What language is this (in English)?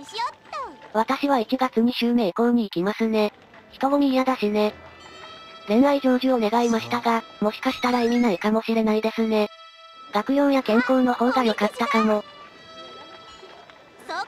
Japanese